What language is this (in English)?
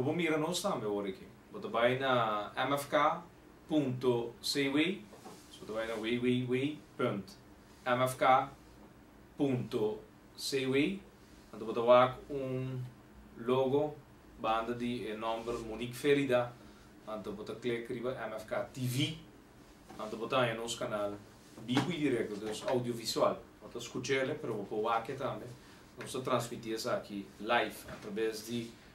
Papiamento